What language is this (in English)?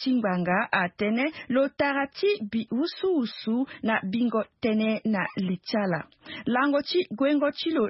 Sango